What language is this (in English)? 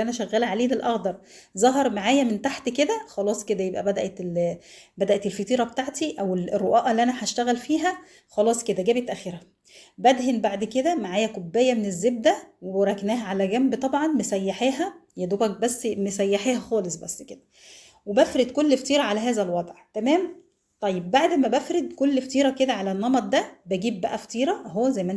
Egyptian Arabic